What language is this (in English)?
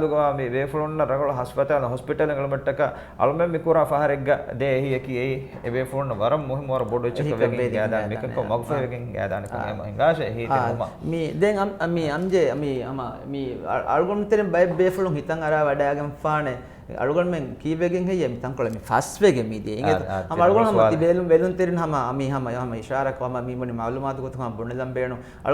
Divehi